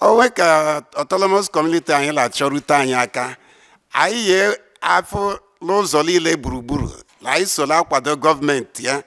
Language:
Igbo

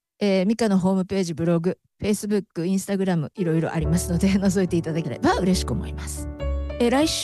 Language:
Japanese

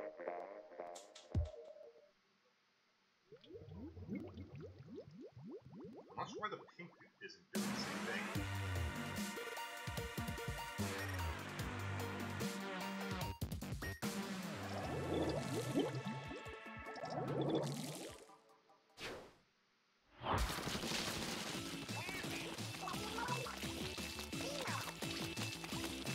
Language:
English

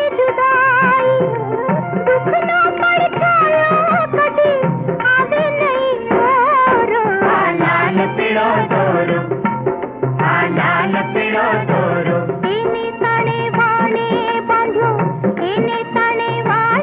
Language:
Gujarati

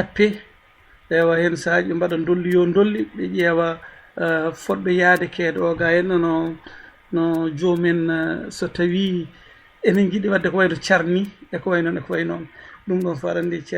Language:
Fula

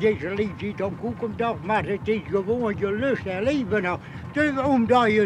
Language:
Western Frisian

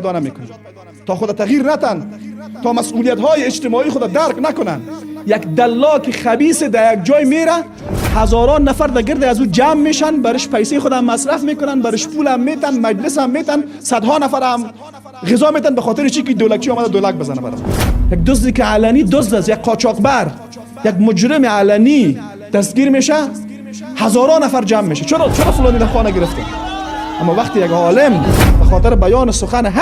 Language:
Persian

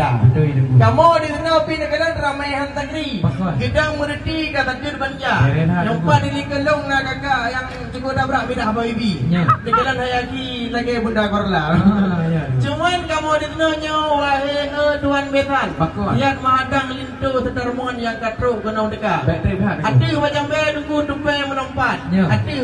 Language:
Achinese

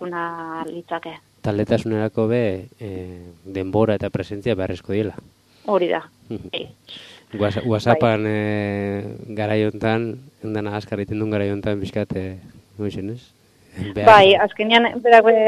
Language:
Basque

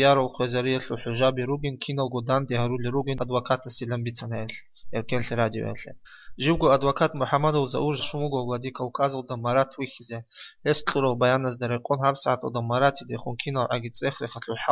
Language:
Avaric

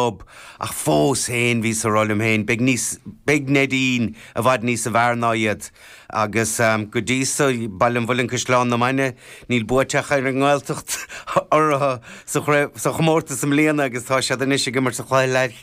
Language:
Irish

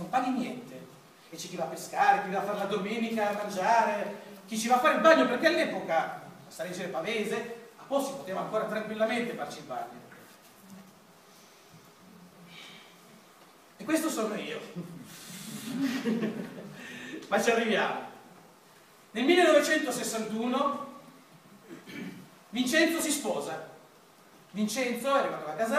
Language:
Italian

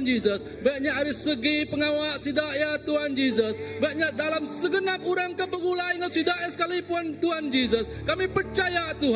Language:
Iban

